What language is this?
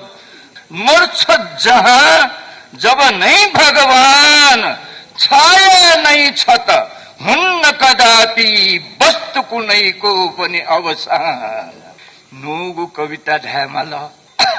Newari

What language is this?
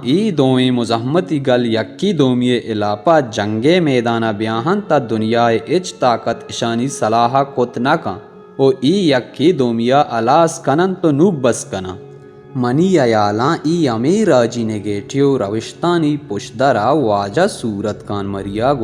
Baluchi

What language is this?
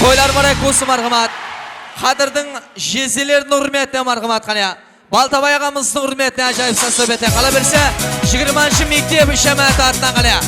Kara-Kalpak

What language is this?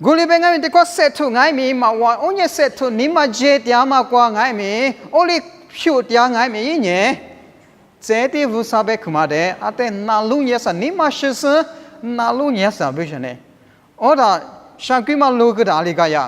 Lisu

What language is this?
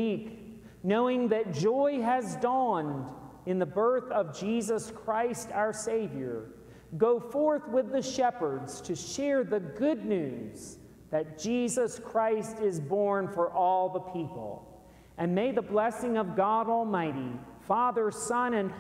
English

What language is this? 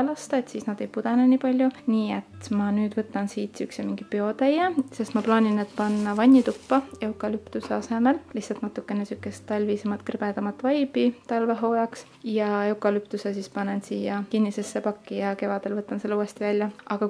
Estonian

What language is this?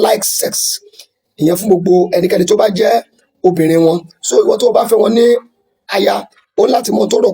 Yoruba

